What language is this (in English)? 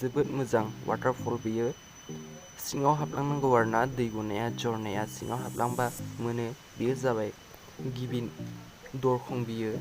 Bodo